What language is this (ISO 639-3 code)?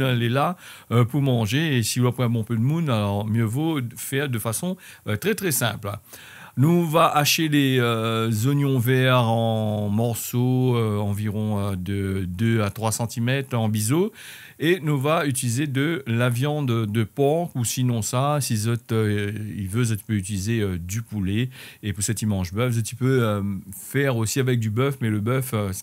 rcf